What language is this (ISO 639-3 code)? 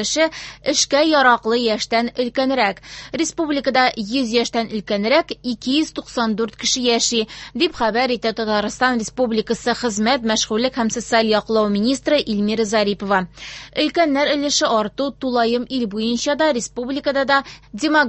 tat